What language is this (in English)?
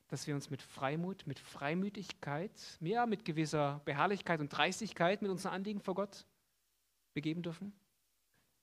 German